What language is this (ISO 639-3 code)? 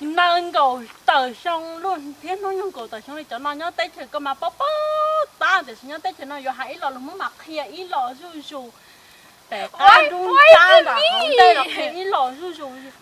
hmn